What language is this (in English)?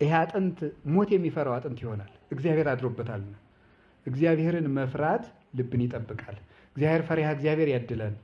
Amharic